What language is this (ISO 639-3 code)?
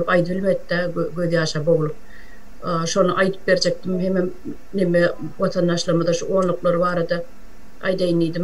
tuk